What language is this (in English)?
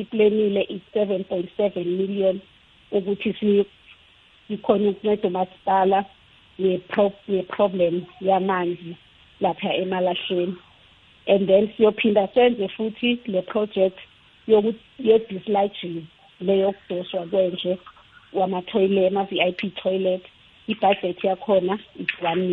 South Ndebele